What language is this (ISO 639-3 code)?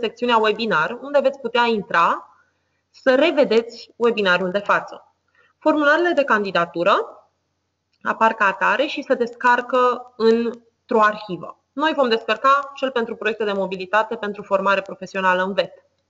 ron